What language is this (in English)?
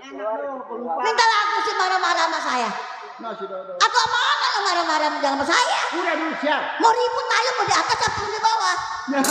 Betawi